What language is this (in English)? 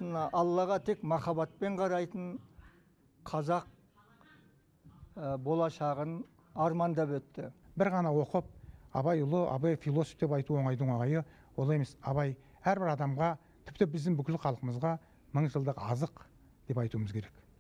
Kazakh